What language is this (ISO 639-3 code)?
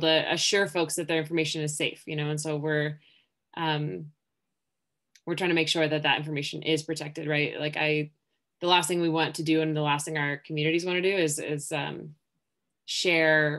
eng